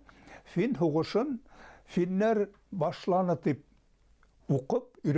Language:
Bashkir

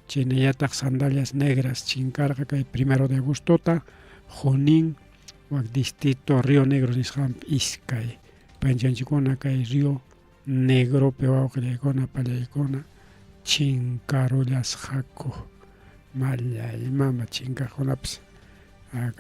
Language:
Ayacucho Quechua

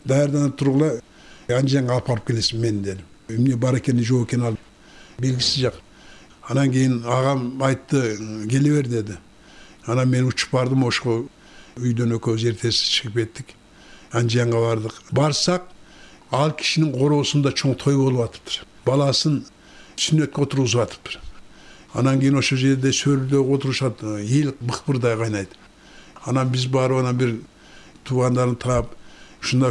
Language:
Kyrgyz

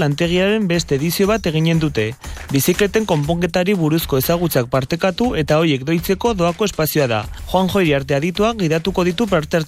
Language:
Basque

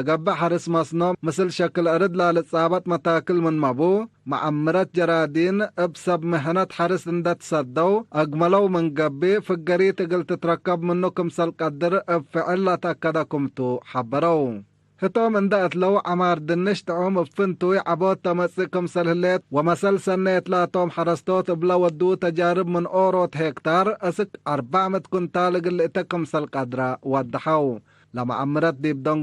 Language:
Tigre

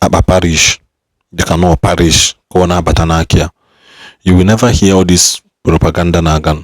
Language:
Igbo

